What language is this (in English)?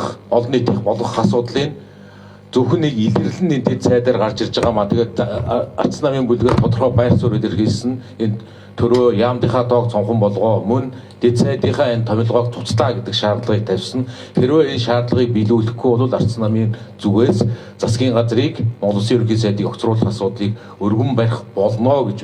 Mongolian